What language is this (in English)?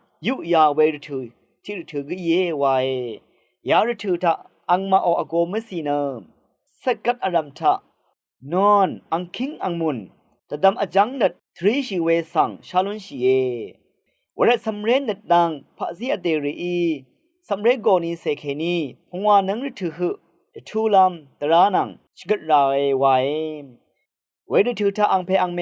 Rawang